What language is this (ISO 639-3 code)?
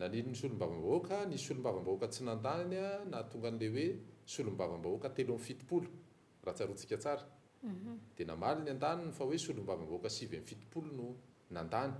mlg